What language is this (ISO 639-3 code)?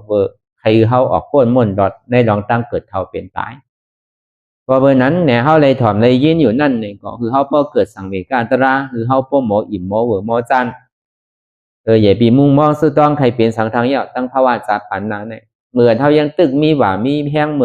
shn